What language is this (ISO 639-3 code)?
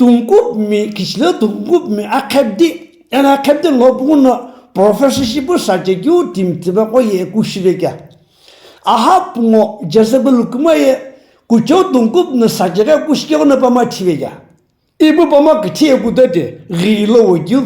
nsm